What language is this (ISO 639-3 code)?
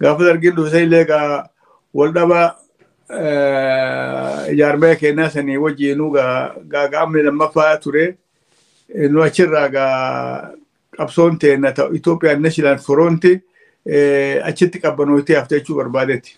orm